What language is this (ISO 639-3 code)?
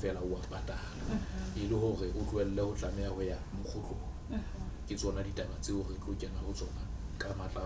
sot